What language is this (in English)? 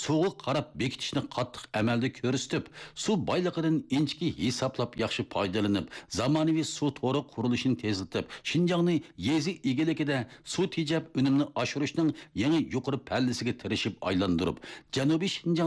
Uyghur